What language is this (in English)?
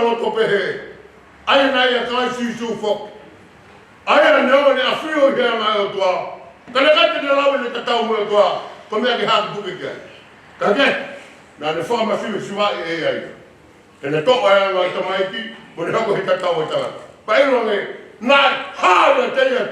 Tongan